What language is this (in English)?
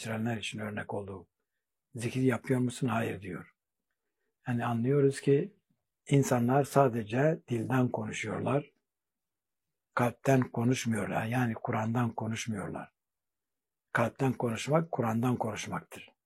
Turkish